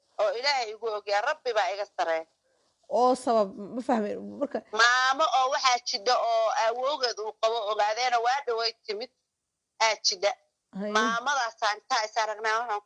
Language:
Somali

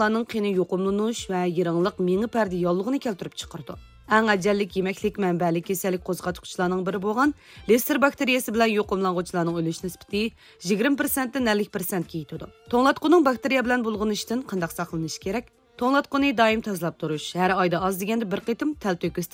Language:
Uyghur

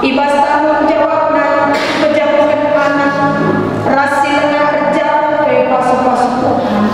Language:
Batak Karo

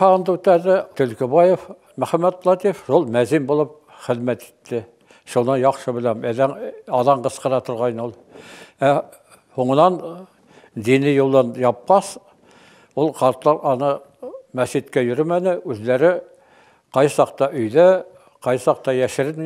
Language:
Bashkir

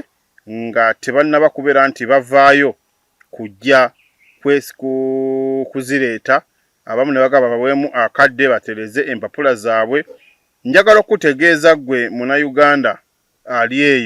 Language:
Ganda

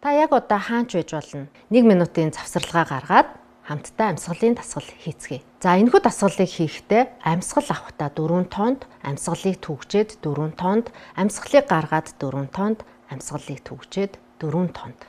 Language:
Mongolian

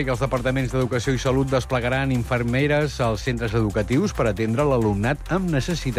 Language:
Catalan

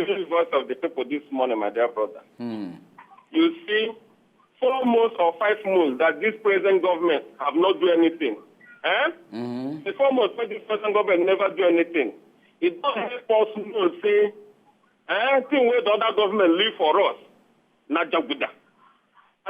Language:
Nigerian Pidgin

